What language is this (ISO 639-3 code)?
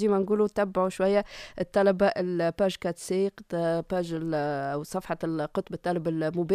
aeb